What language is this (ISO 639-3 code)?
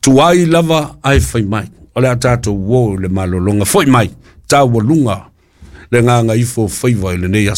smo